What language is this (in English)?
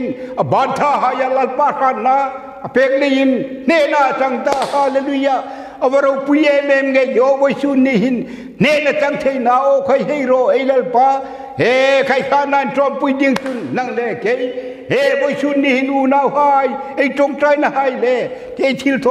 Hmar